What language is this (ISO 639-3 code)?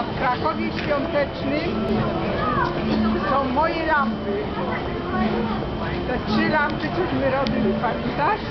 pol